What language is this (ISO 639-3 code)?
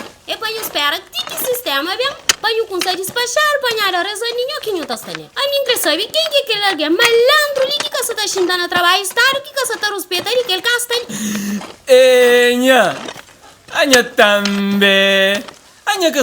kea